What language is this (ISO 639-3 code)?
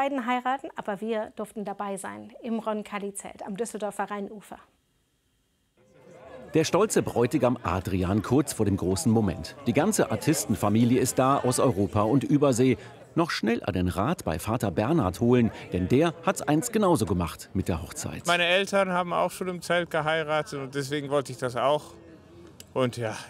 deu